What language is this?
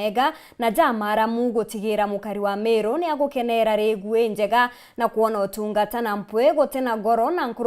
Meru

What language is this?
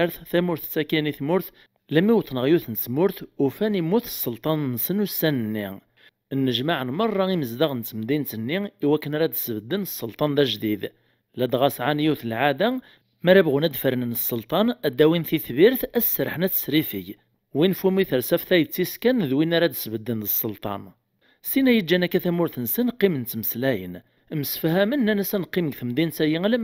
Kabyle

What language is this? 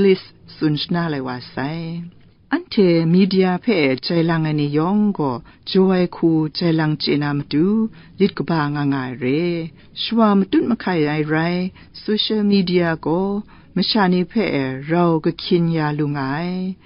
Kachin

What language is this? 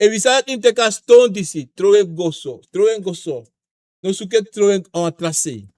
Sranan Tongo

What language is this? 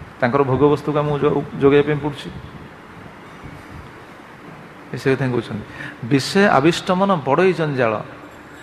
Odia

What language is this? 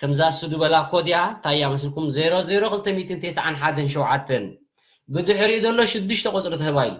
Tigrinya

